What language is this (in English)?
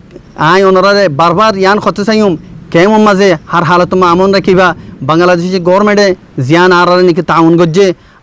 Rohingya